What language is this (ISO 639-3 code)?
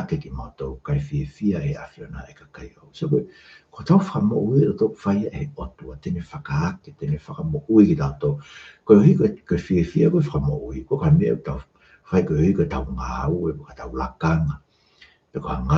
ton